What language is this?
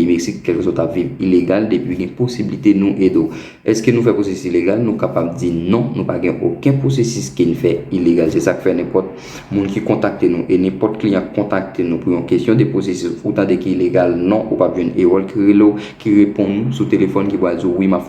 Haitian Creole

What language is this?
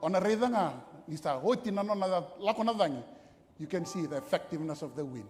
Fijian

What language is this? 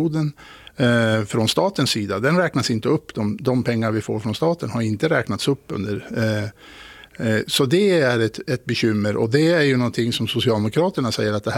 Swedish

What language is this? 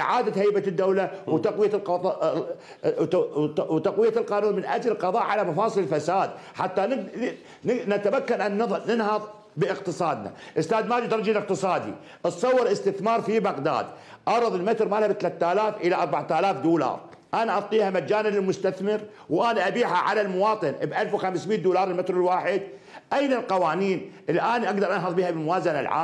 Mesopotamian Arabic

